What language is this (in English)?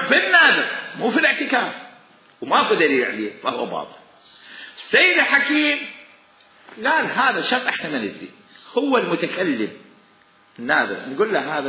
Mesopotamian Arabic